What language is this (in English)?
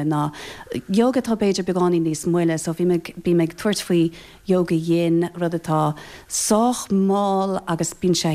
Irish